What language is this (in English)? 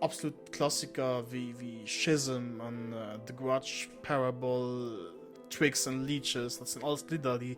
Luxembourgish